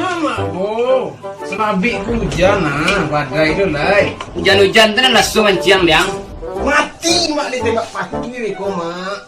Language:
Minangkabau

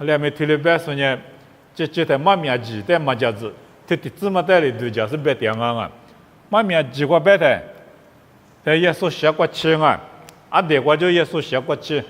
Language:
Lisu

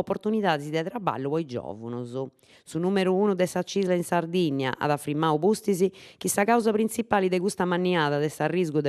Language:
Sardinian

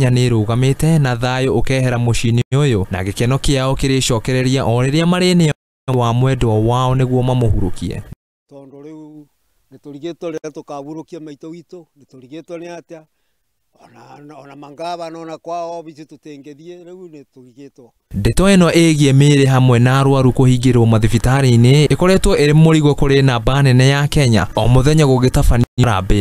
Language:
Kikuyu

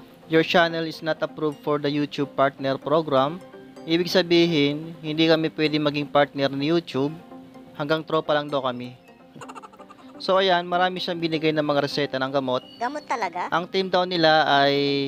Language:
Filipino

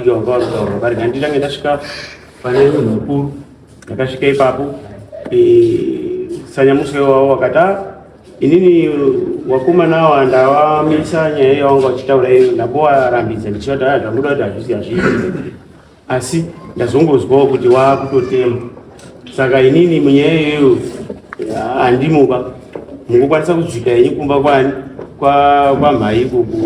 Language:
Shona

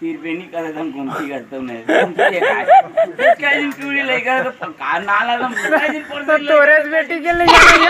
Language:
Chhattisgarhi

